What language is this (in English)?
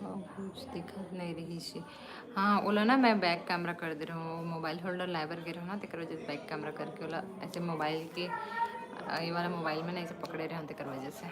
Chhattisgarhi